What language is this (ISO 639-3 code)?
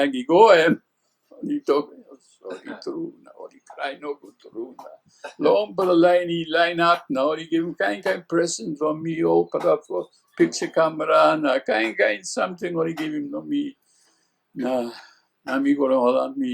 tpi